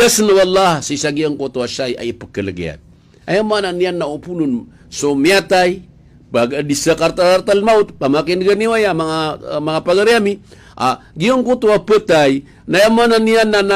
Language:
Maranao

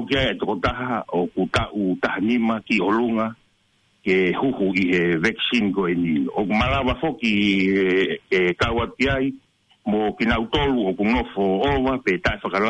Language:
Tongan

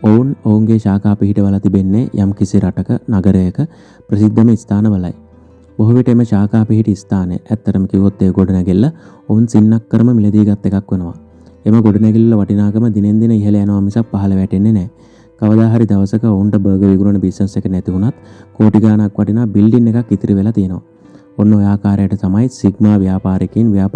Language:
Sinhala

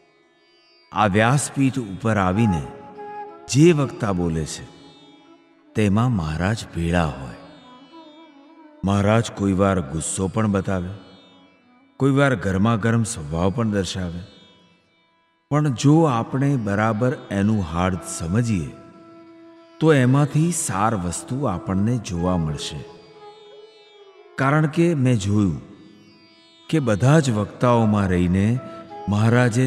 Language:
Gujarati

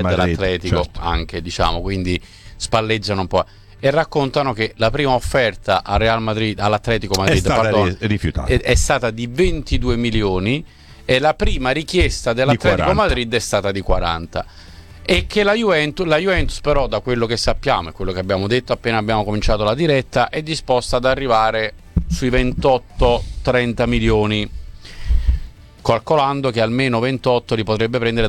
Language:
Italian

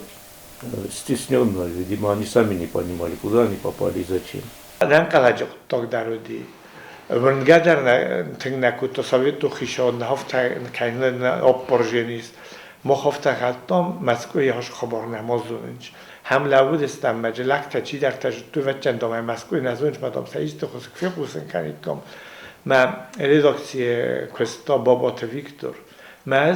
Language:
Ossetic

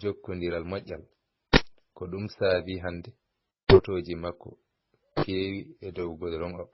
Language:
Fula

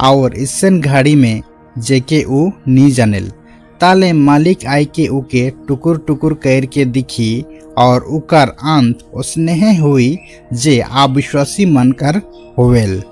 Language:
Sadri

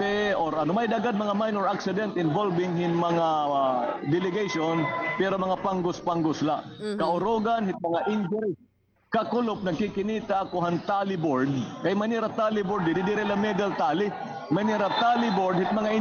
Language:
Waray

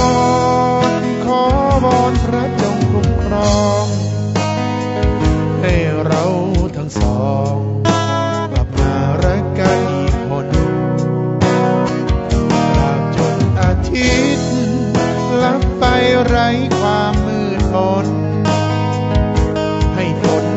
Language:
Thai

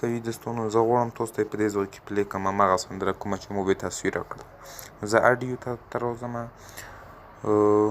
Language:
Pashto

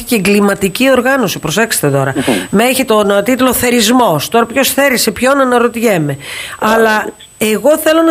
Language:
Greek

